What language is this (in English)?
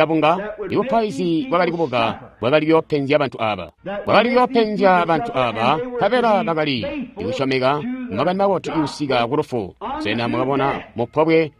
Tonga (Zambia)